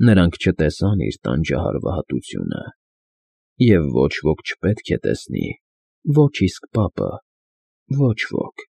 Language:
Armenian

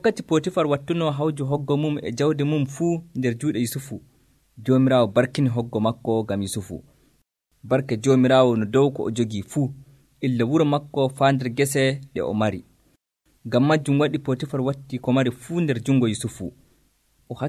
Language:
Nigerian Fulfulde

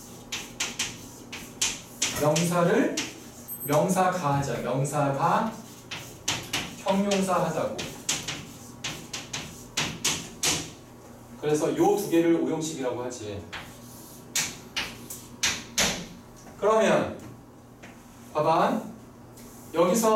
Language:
Korean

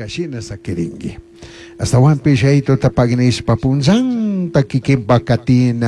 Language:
Chimborazo Highland Quichua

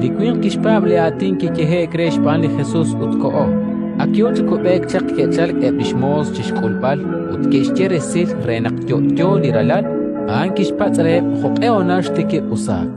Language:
Kekchí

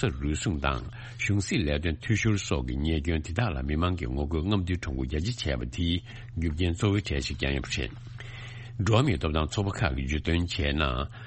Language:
Tibetan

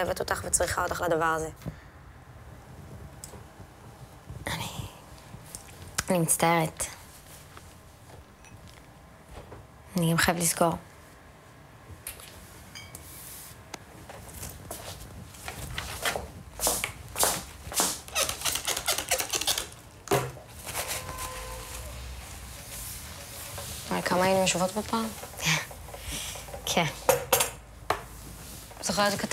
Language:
Hebrew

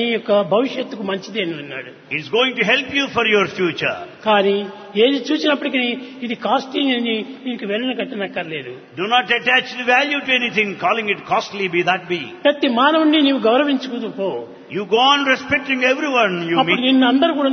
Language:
Telugu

